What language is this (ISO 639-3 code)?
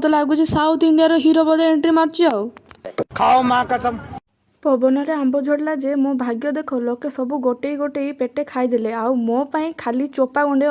ori